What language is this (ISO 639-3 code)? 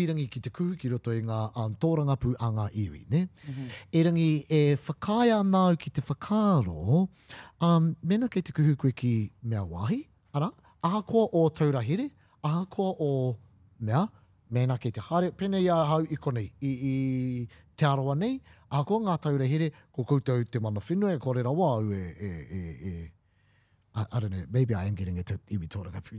mri